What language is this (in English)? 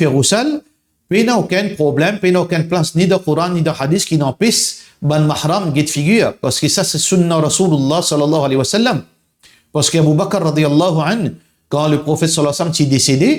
Morisyen